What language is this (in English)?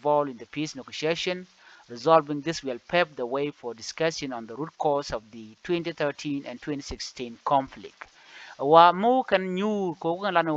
Nuer